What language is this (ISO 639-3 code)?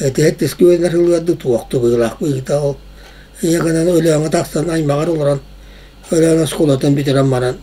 sah